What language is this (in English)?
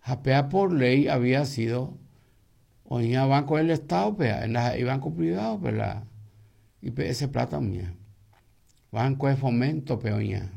Guarani